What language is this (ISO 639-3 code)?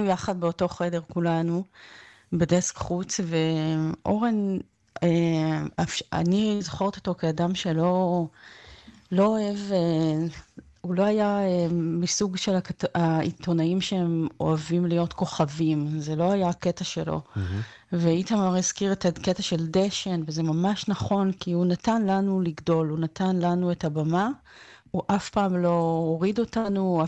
heb